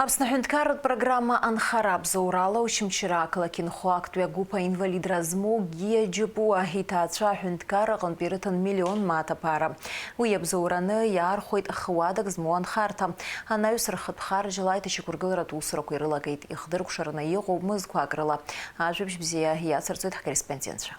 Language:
Abkhazian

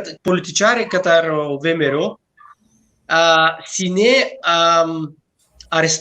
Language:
Balkan Romani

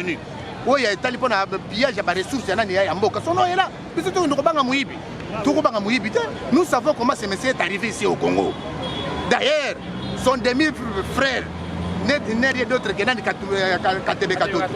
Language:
Lingala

